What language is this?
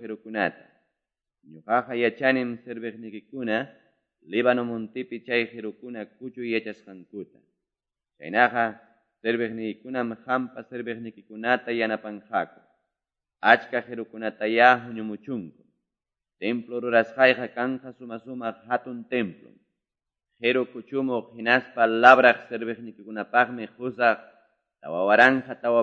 Quechua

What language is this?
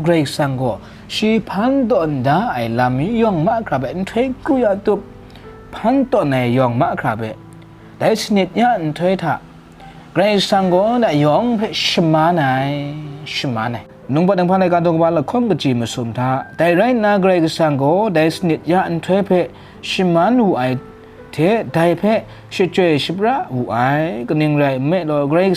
Kachin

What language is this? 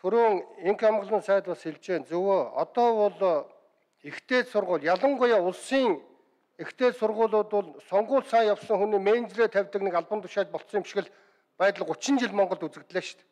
Mongolian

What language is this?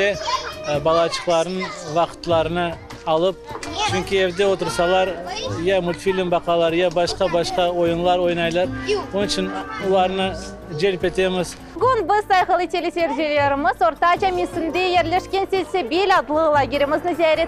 Crimean Tatar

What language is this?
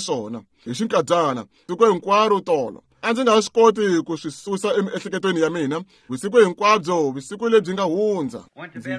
Tsonga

